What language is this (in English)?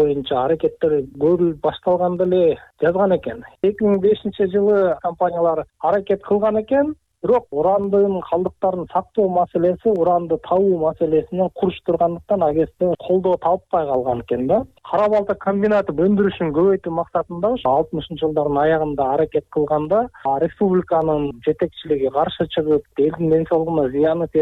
Kyrgyz